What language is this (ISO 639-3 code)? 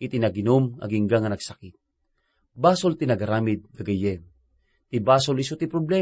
ilo